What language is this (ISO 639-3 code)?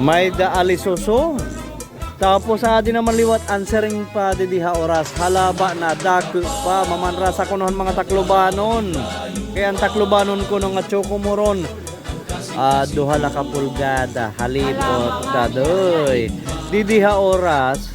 war